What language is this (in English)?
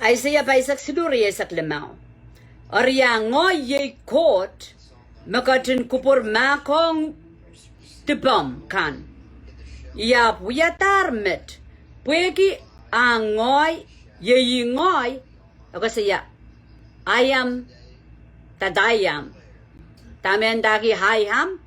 Pohnpeian